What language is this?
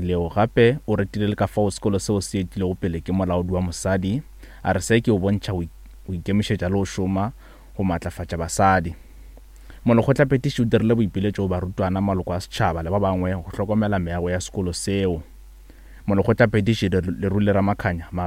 Northern Sotho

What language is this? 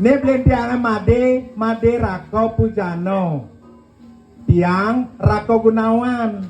Balinese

